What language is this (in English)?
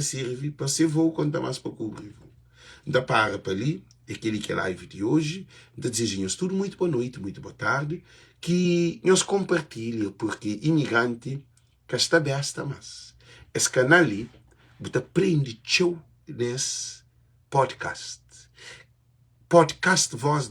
Kabuverdianu